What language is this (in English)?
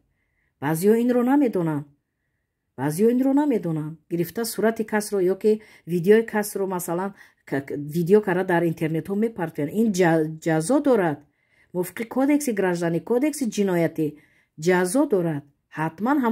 Tajik